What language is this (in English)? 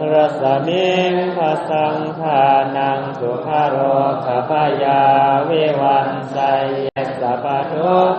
Pali